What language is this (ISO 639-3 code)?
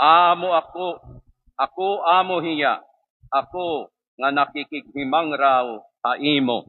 war